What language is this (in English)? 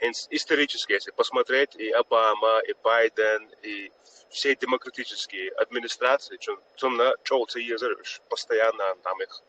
Chechen